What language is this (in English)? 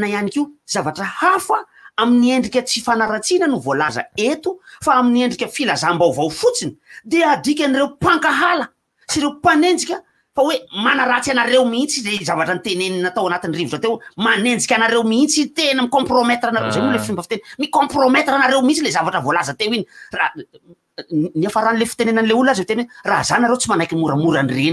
Malagasy